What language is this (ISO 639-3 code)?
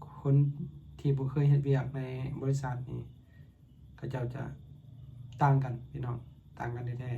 lao